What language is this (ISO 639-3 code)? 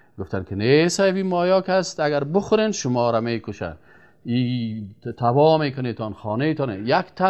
fas